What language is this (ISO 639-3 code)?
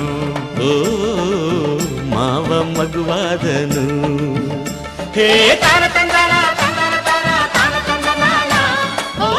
kan